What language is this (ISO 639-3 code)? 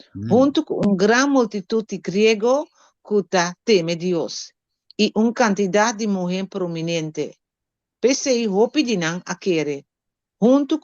pap